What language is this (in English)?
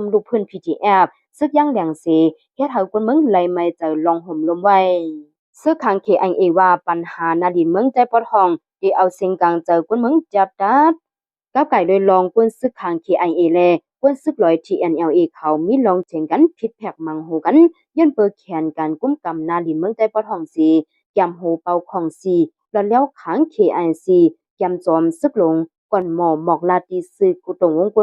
Shan